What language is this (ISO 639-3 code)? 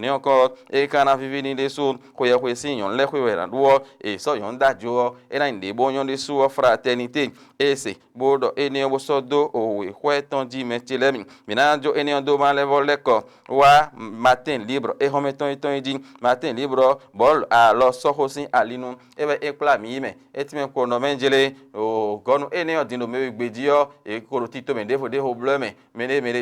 fon